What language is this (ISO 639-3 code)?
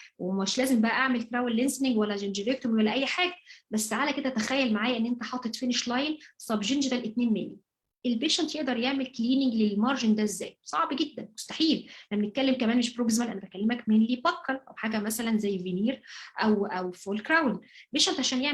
arz